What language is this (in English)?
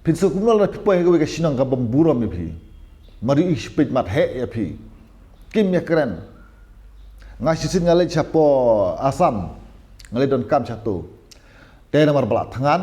Khasi